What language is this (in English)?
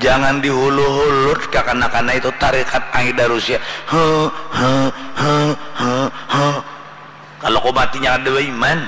Banjar